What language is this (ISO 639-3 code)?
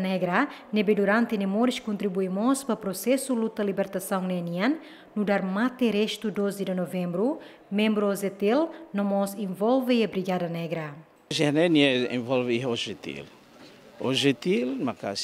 tet